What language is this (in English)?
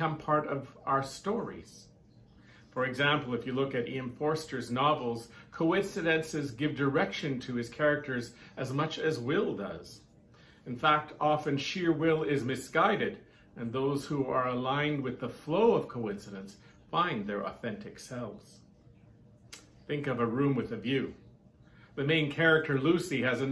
English